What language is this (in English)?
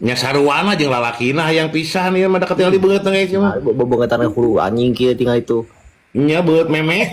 Sundanese